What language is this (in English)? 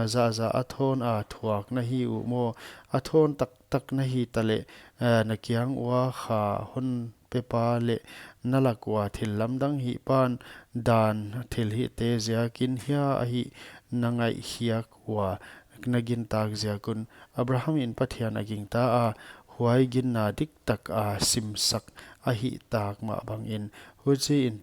Paite Chin